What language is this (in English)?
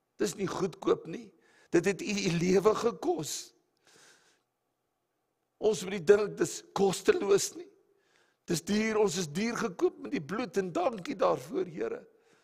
Afrikaans